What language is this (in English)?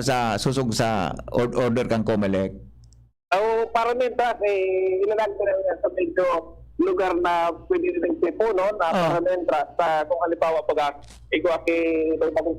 Bikol